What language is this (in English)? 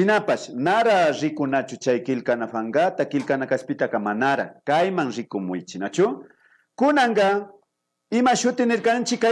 Imbabura Highland Quichua